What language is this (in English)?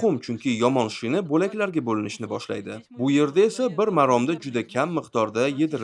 Uzbek